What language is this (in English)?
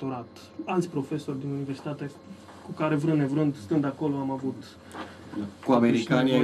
Romanian